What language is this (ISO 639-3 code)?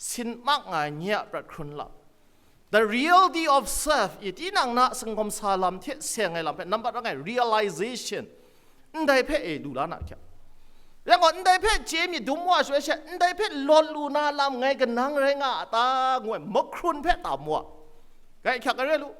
kac